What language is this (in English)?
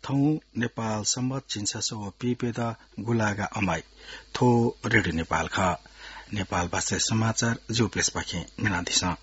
Newari